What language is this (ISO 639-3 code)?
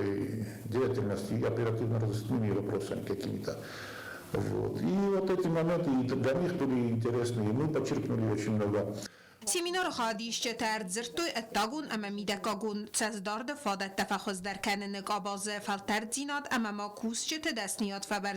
oss